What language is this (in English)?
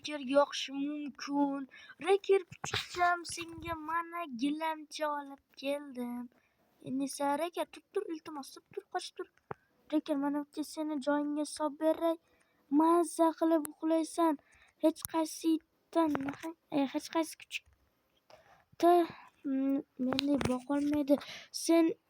Uzbek